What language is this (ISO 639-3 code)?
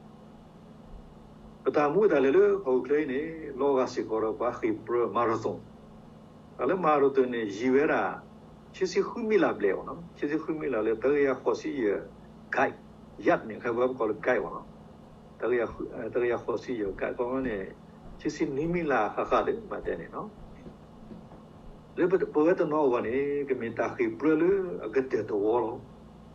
ksw